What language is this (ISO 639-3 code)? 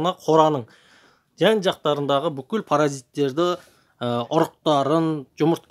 kaz